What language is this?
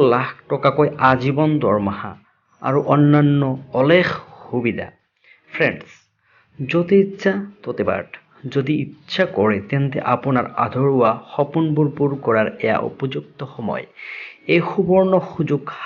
Assamese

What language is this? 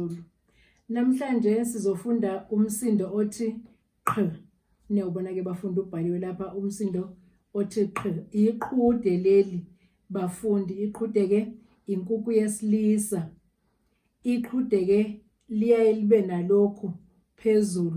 Zulu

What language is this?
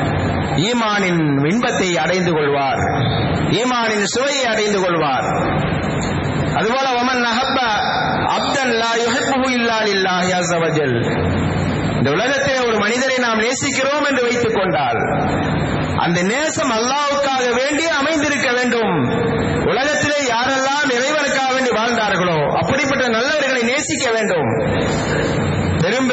Tamil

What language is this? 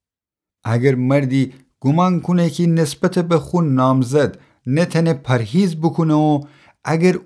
Gilaki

